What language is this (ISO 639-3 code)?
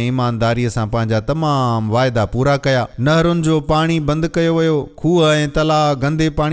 snd